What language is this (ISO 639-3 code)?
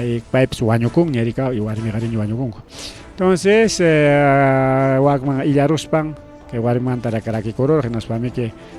quy